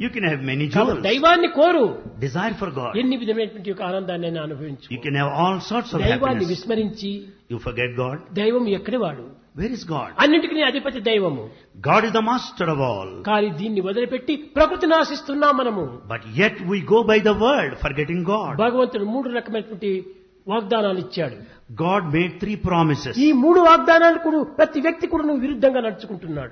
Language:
Telugu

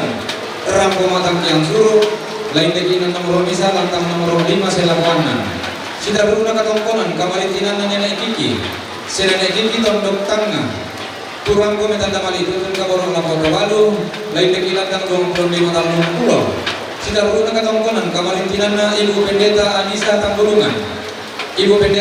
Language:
Toraja-Sa'dan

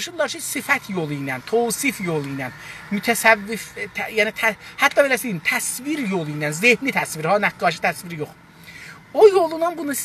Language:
South Azerbaijani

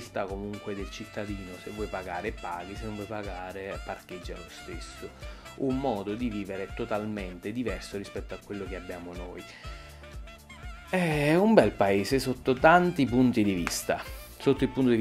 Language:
Italian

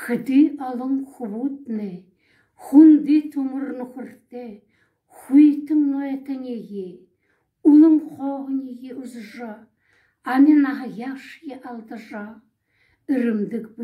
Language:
Buriat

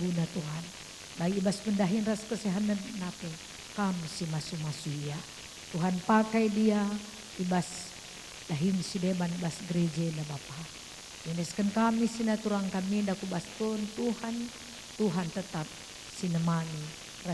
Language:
Batak Karo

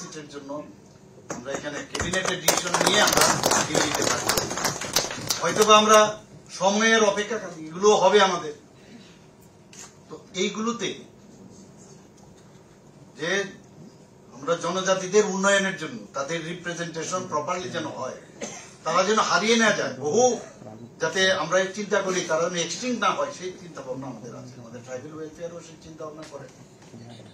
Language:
Bangla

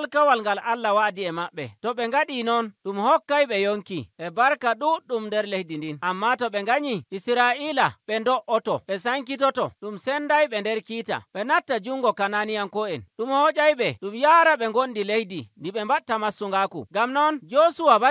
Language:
Nigerian Fulfulde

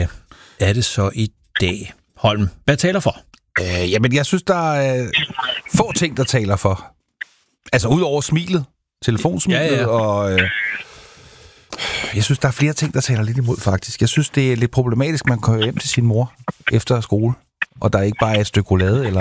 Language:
Danish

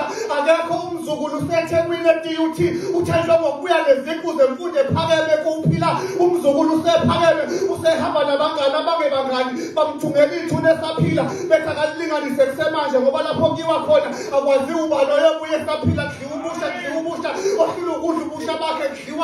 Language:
Zulu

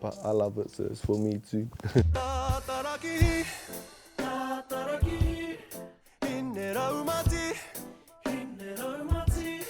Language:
Māori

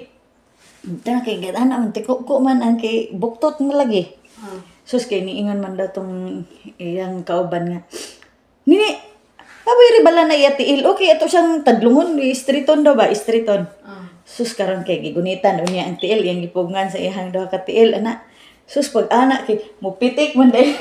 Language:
Cebuano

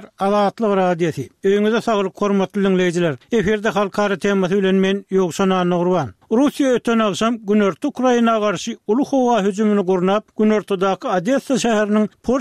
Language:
Turkmen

